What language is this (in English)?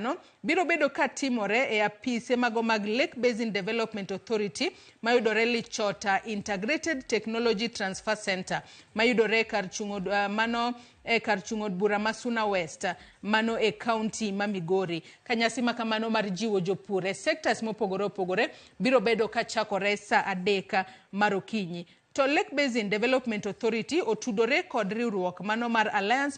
Luo (Kenya and Tanzania)